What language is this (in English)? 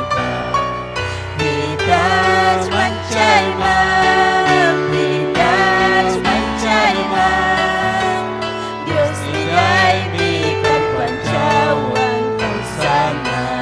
Ayacucho Quechua